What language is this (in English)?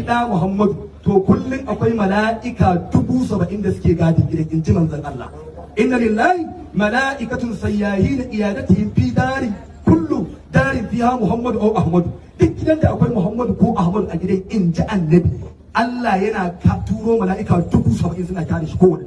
Hausa